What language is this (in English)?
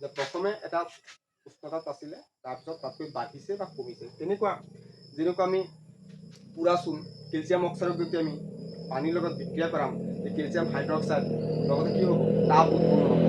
Assamese